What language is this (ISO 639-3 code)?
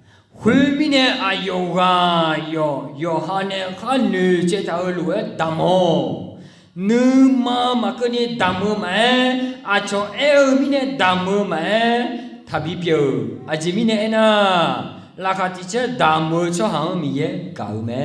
ahk